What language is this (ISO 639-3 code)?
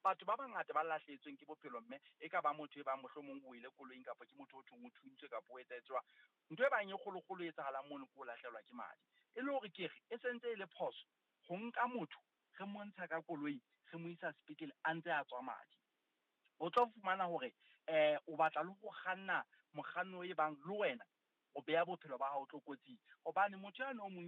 sot